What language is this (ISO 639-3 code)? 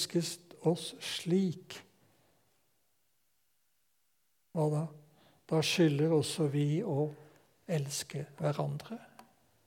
nor